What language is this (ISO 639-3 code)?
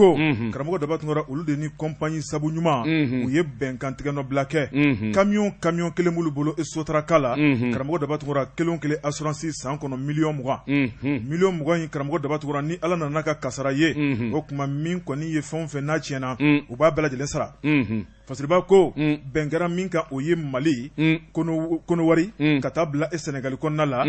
bam